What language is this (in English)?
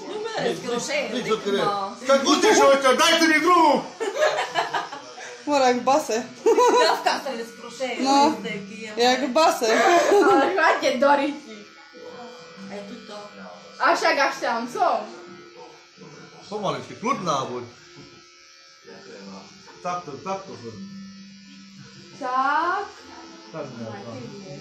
Slovak